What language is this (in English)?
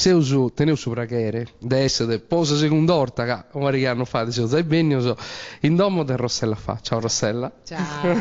Sardinian